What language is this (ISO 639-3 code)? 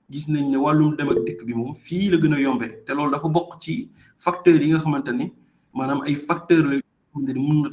wol